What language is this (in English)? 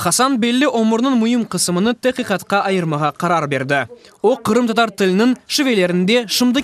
Crimean Tatar